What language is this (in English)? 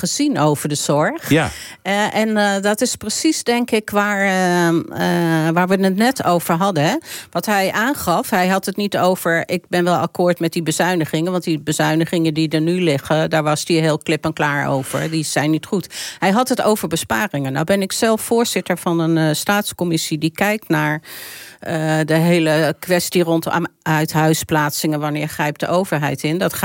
Dutch